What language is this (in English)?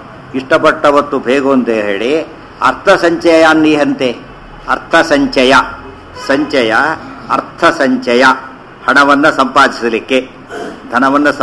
Kannada